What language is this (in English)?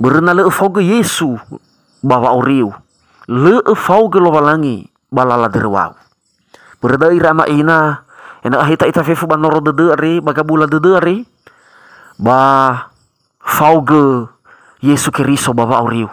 Nias